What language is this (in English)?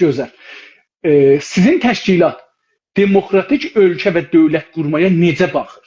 South Azerbaijani